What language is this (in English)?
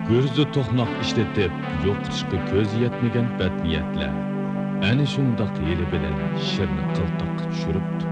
Uyghur